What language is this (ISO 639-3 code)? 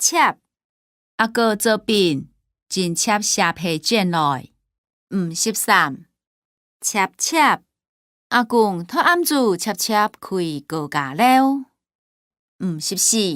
hak